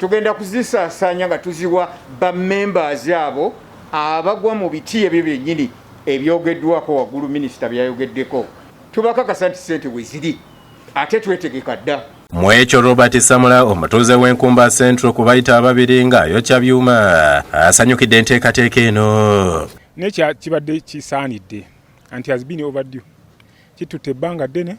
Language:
Ganda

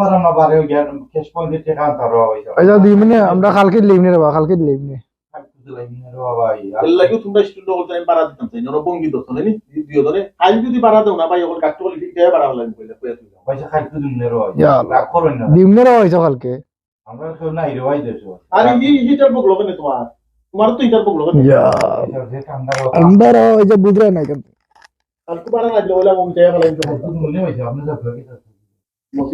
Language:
Sylheti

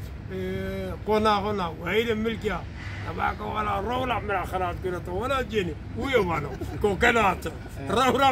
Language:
Zaza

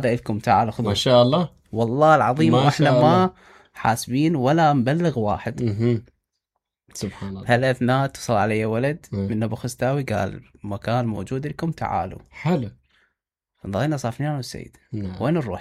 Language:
Mesopotamian Arabic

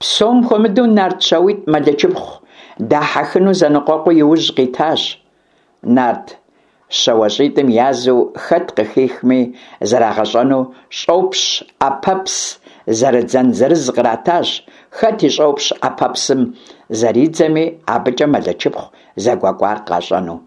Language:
Kabardian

